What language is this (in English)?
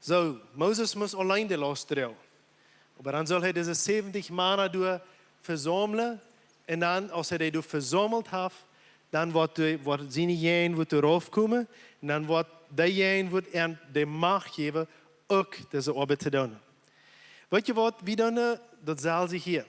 Plautdietsch